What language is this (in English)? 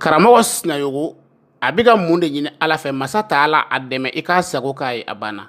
Bambara